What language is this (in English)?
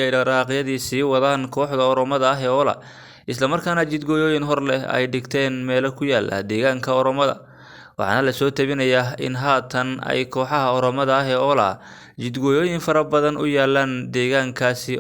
Somali